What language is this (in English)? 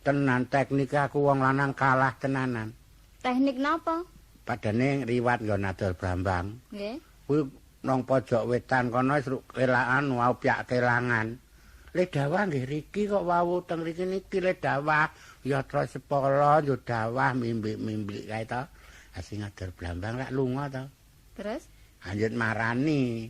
Javanese